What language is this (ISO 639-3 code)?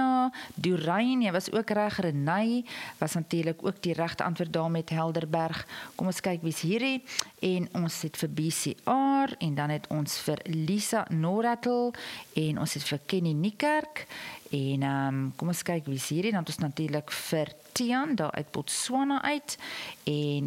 afr